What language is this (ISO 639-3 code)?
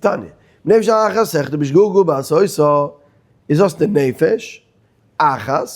yid